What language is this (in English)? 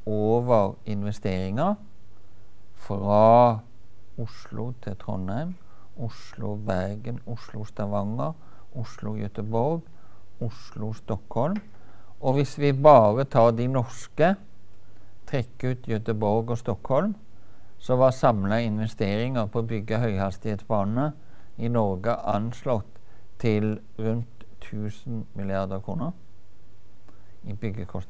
Norwegian